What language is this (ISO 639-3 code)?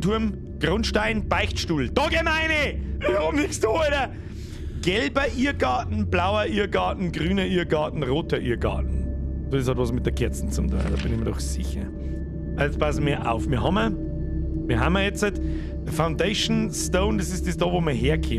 bar